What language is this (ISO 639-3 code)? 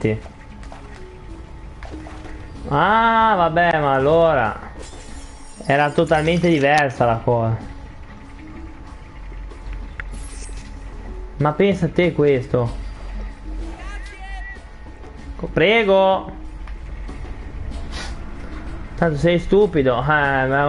ita